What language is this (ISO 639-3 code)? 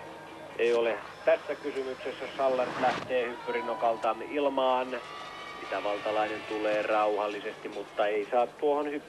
fin